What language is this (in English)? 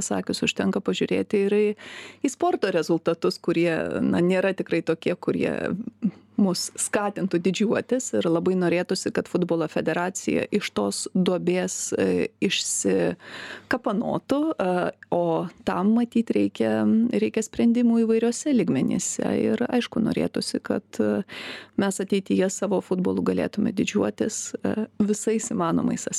Lithuanian